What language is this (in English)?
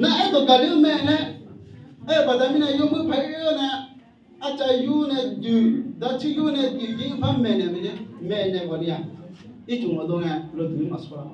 Akha